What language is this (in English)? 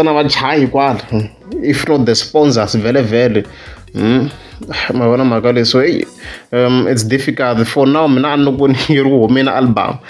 Tsonga